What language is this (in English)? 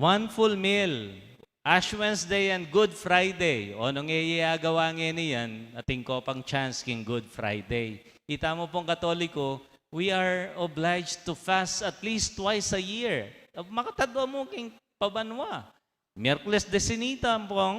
Pampanga